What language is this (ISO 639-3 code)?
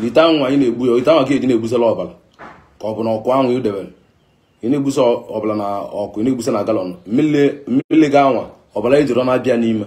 ibo